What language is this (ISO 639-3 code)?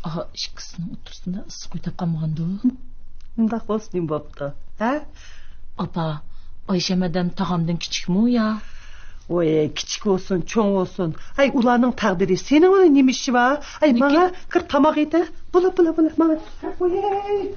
uig